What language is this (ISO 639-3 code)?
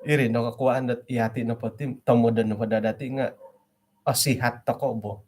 dtp